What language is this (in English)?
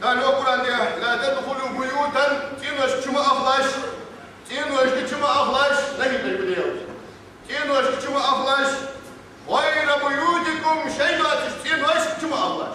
Ingush